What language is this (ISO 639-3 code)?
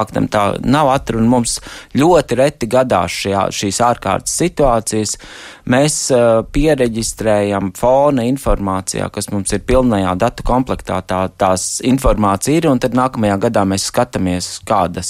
lav